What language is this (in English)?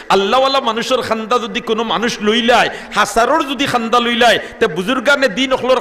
Sylheti